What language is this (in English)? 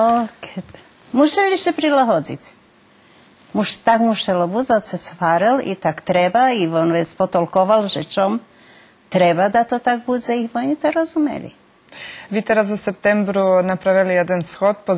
Rusyn